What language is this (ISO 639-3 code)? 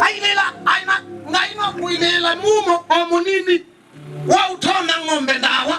kam